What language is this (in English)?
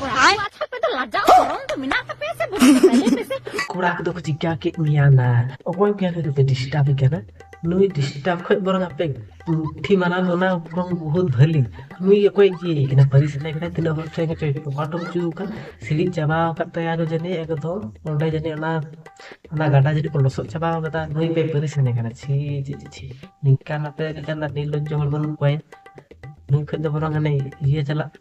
Santali